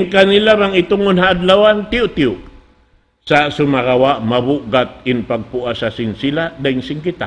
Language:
Tausug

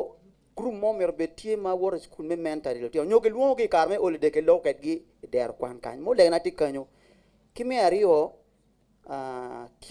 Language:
Acoli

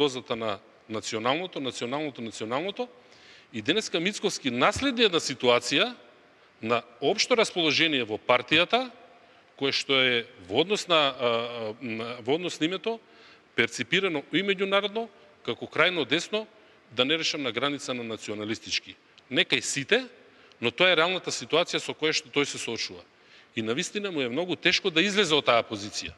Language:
Macedonian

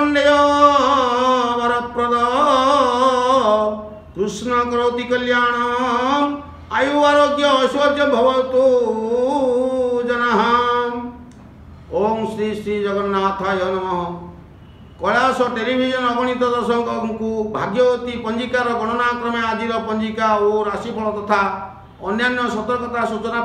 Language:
Odia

